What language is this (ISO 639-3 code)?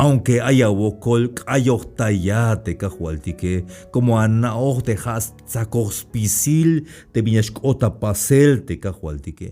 tzh